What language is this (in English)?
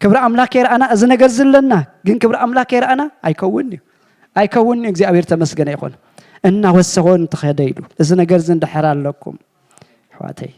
Tigrinya